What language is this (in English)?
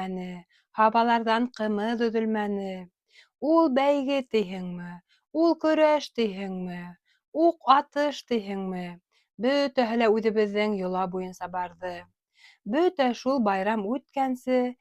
Bashkir